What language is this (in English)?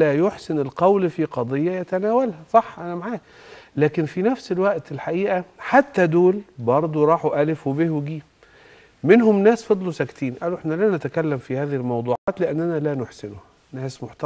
Egyptian Arabic